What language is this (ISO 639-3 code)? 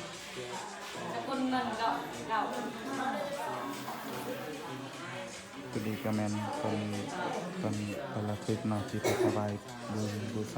lao